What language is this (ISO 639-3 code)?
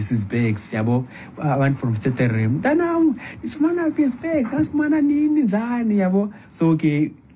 xho